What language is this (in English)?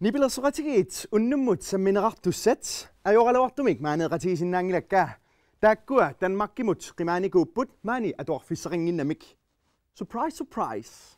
Kalaallisut